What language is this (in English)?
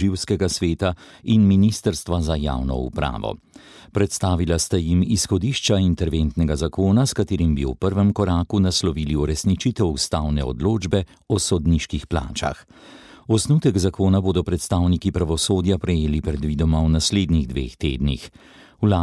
Slovenian